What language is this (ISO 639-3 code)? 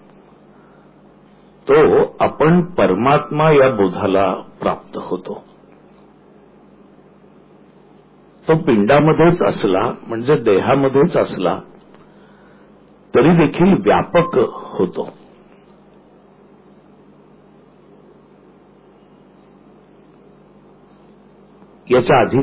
mar